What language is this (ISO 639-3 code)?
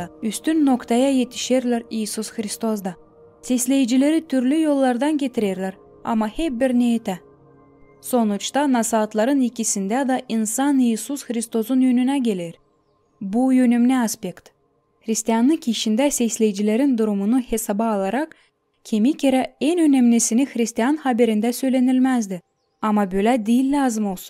gag